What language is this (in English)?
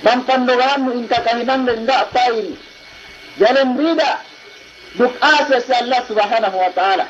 Yakan